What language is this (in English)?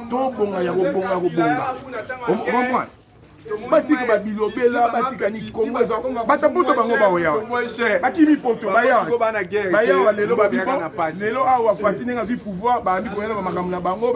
Lingala